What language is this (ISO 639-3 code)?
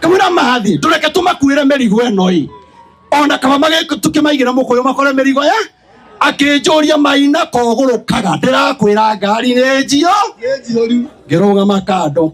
kik